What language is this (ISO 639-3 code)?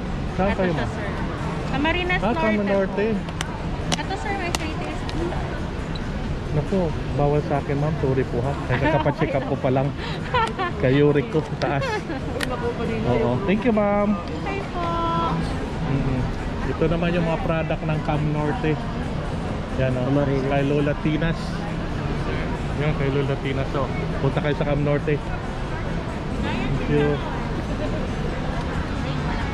fil